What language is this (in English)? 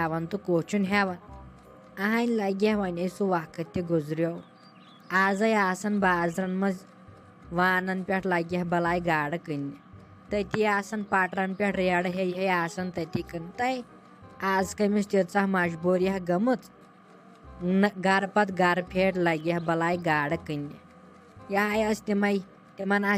Kashmiri